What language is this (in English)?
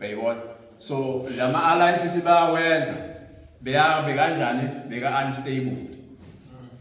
Zulu